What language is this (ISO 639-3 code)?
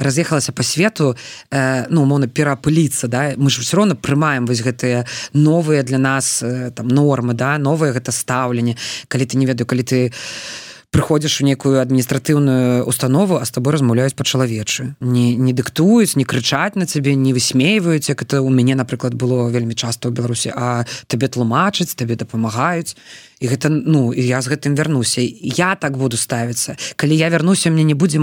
bel